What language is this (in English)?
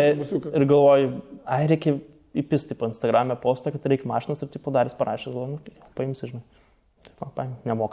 Lithuanian